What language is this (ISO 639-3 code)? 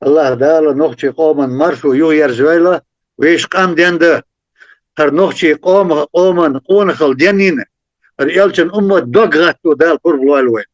che